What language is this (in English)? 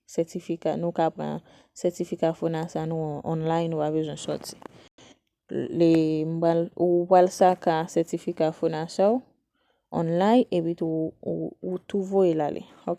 Haitian Creole